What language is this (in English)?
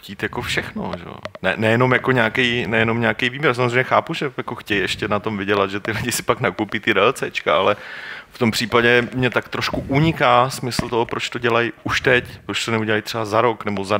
Czech